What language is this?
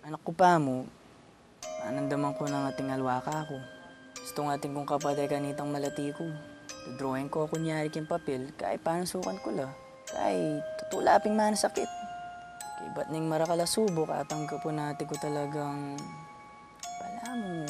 Pampanga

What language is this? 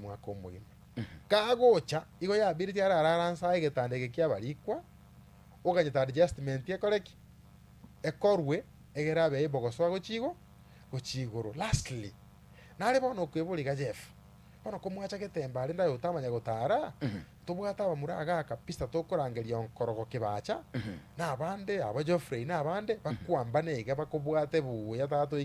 Gusii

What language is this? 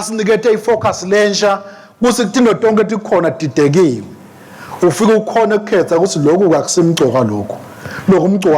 Swati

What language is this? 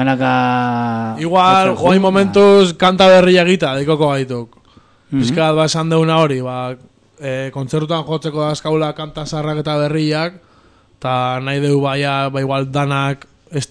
Basque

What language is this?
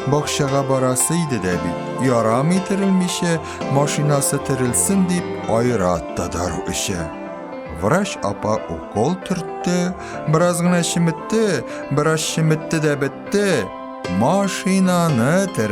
Tatar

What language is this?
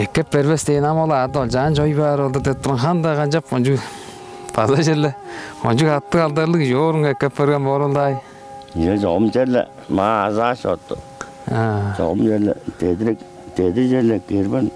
Tuvinian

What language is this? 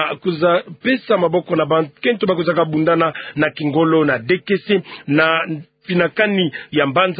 Kituba (Democratic Republic of Congo)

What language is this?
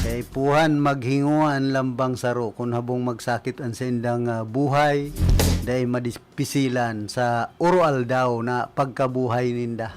Bikol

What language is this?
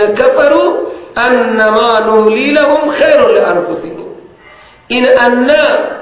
Persian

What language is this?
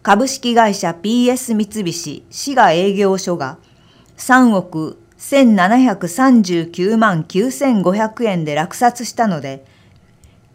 Japanese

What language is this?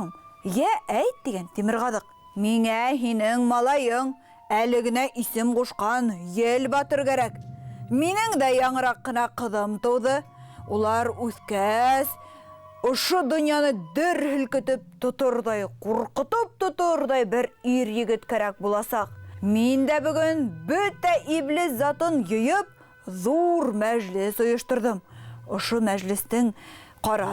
Bashkir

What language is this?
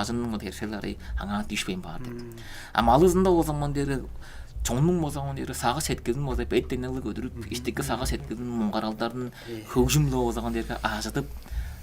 Tuvinian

